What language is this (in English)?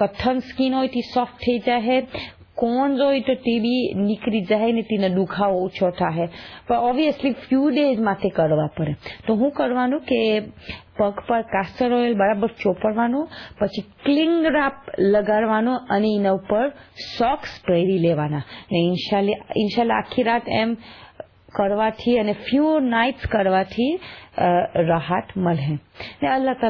Gujarati